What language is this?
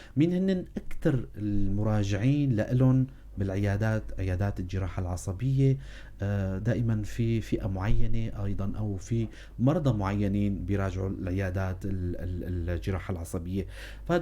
North Levantine Arabic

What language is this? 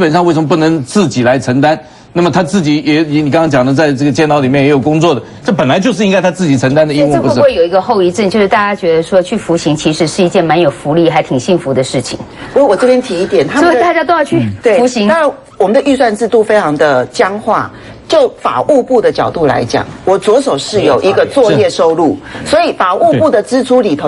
Chinese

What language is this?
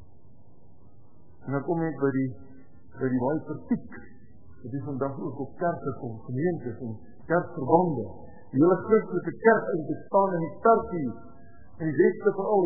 Afrikaans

